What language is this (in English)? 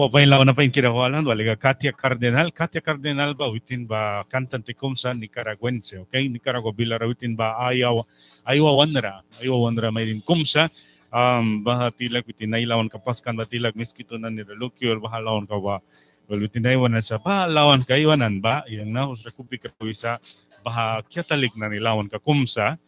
Mískito